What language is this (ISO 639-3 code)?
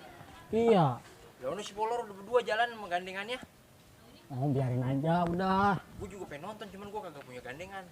bew